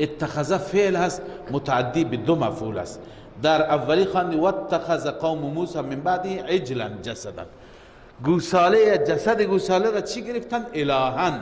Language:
Persian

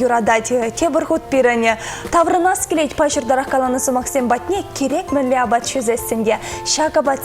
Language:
Chuvash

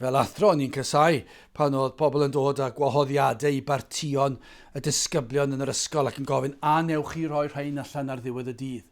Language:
Welsh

